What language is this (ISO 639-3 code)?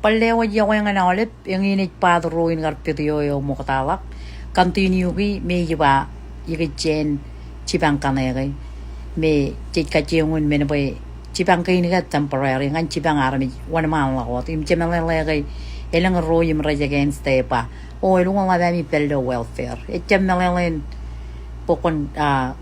mah